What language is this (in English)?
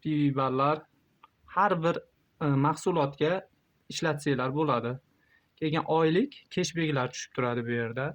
Uzbek